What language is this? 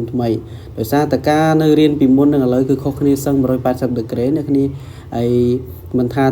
Khmer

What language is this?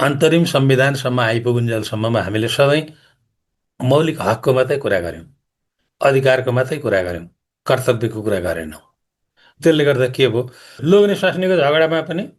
Nepali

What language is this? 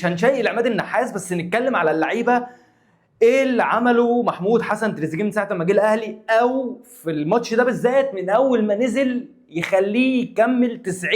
Egyptian Arabic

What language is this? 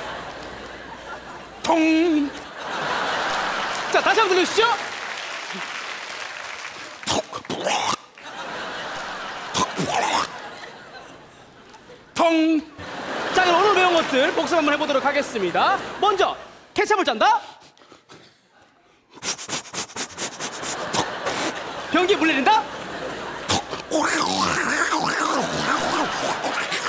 Korean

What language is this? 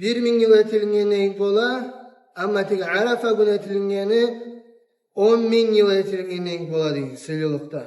Kumyk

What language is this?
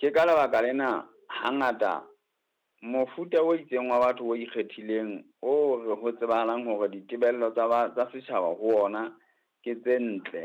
Southern Sotho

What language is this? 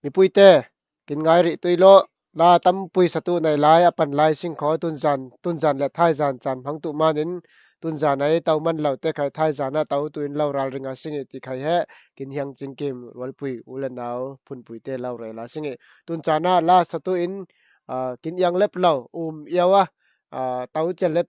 Falam Chin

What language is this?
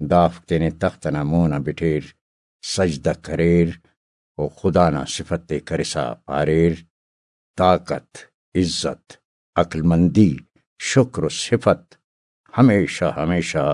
Brahui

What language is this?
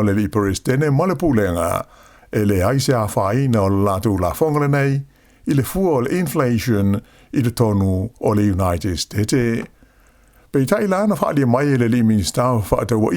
Samoan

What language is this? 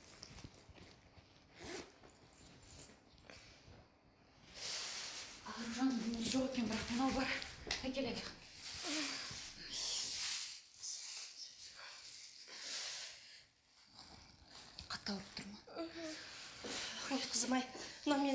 Kazakh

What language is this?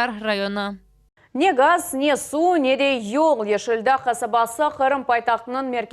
Crimean Tatar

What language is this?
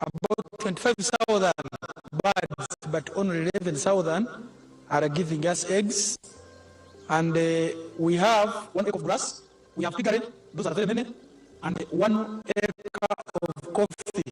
Nyankole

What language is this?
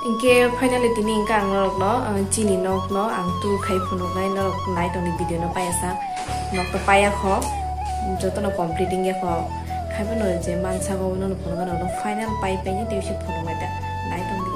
Kok Borok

